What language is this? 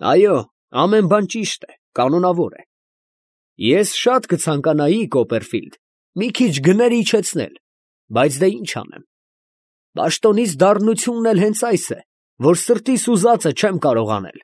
Armenian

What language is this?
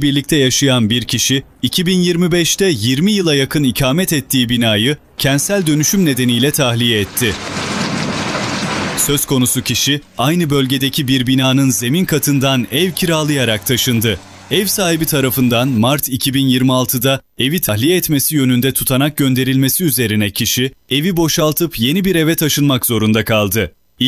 Turkish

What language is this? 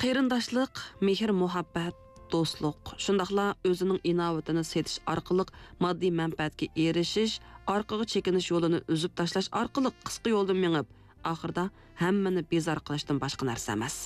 Uyghur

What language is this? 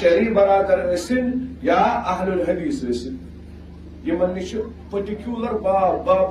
Kashmiri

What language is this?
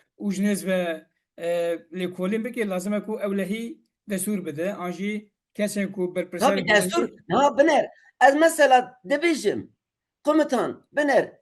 Kurdish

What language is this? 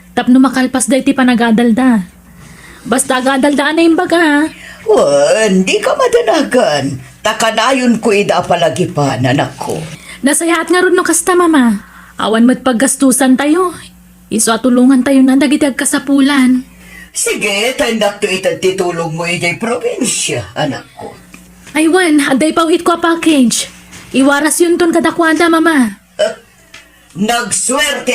Iloko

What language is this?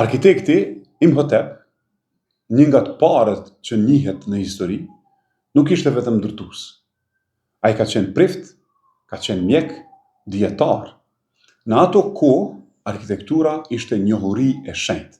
Albanian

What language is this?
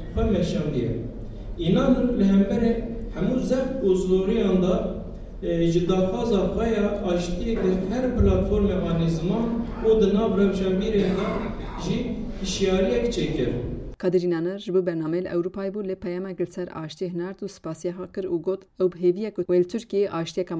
Kurdish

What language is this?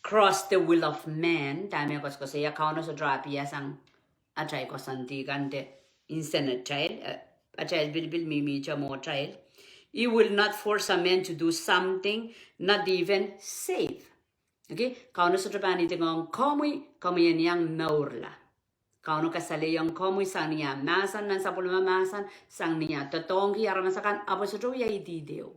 Pohnpeian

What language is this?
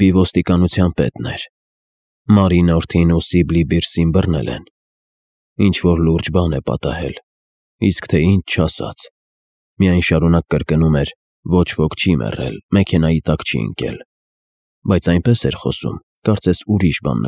Armenian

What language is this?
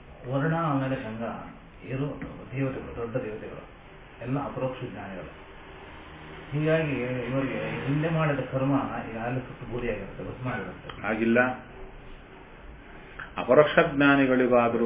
Kannada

